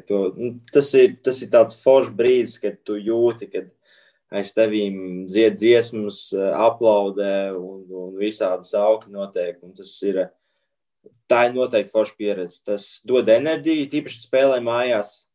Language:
Latvian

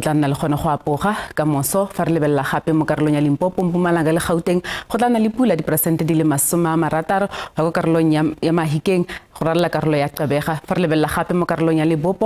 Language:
Tswana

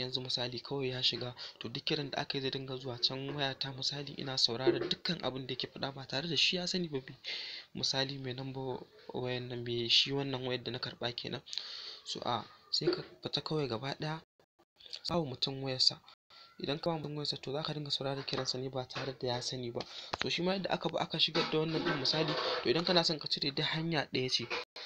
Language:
Hausa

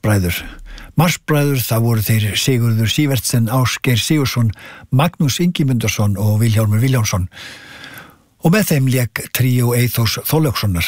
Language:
Icelandic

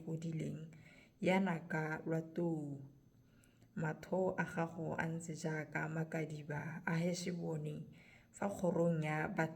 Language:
Tswana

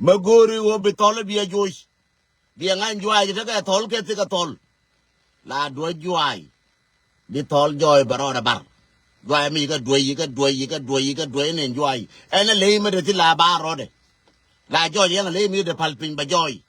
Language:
Nuer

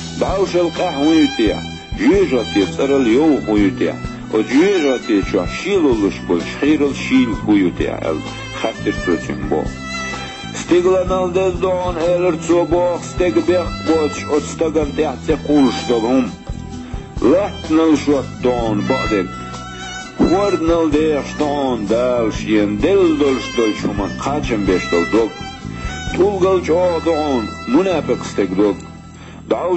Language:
Chechen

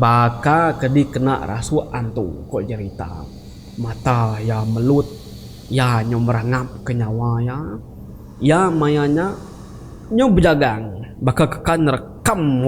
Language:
Iban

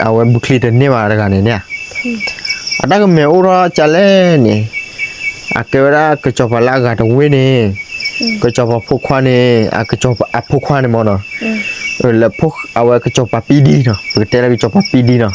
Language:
S'gaw Karen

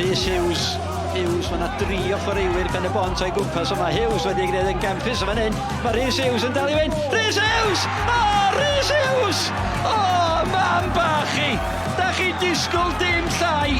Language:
Welsh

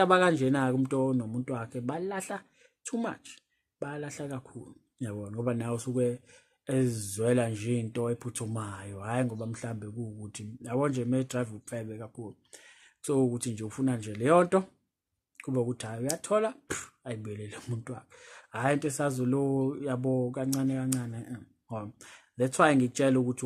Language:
Zulu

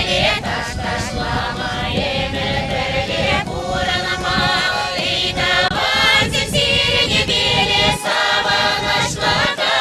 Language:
Chuvash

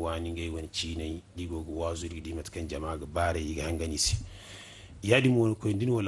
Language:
Zarma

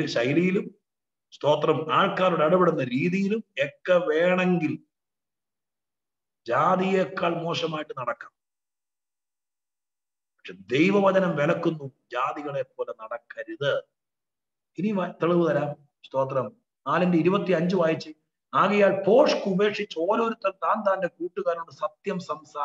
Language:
Malayalam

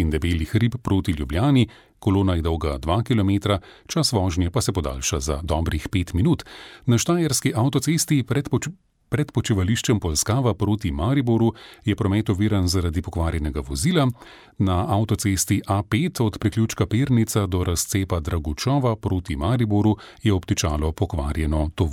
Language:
Slovenian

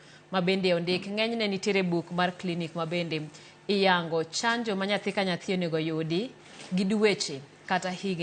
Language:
Luo (Kenya and Tanzania)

